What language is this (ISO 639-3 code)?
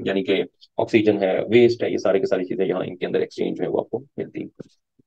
hin